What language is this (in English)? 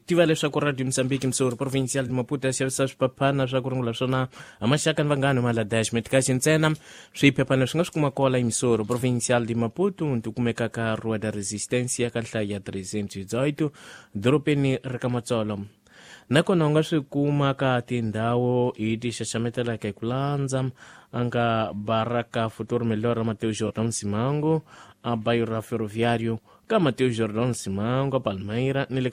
Tsonga